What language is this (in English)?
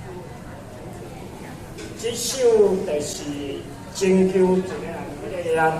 Min Nan Chinese